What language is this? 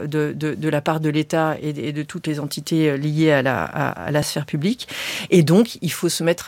French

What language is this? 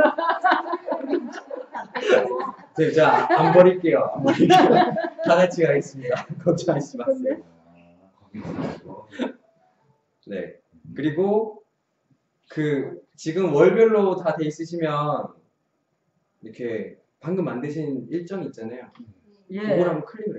Korean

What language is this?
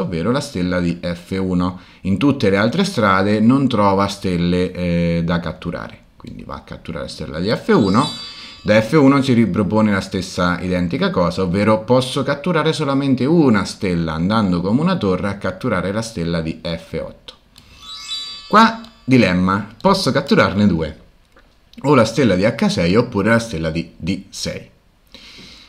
Italian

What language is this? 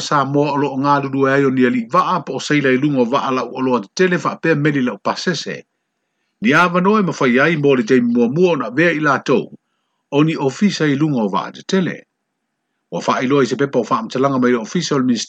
Samoan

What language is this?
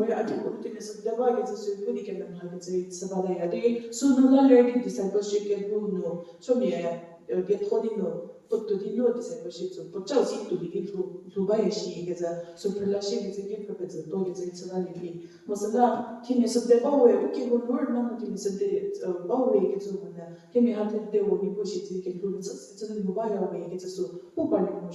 Angami Naga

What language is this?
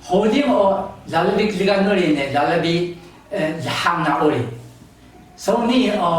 Taroko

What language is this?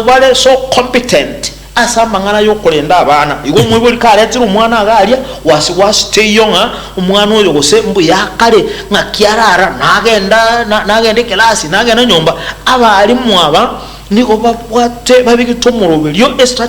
Gusii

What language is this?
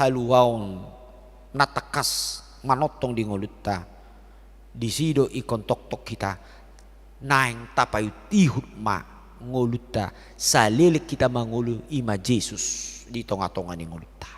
Batak Toba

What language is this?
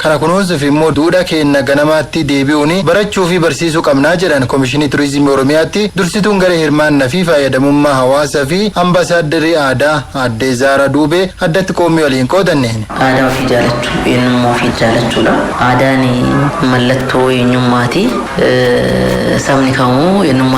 Oromo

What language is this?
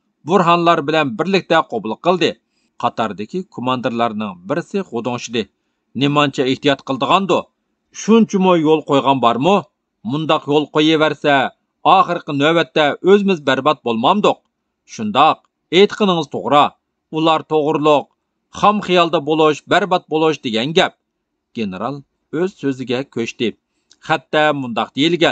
Uyghur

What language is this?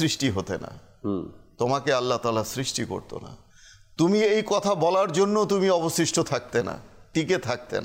Bangla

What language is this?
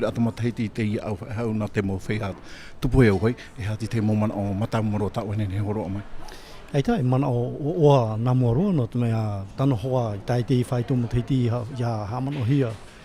Tahitian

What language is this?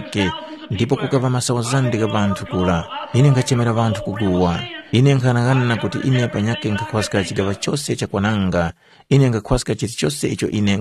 Tumbuka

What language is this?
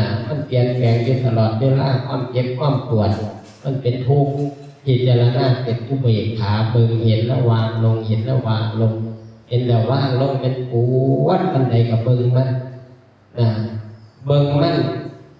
Northeastern Thai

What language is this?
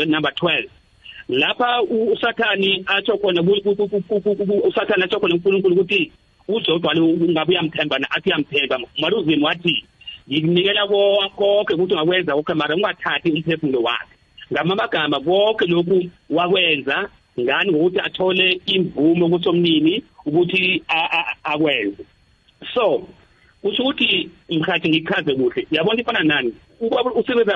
South Ndebele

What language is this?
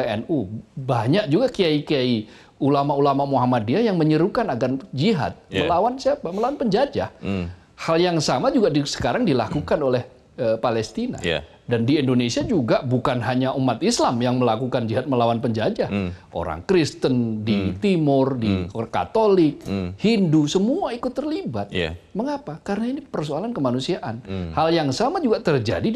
Indonesian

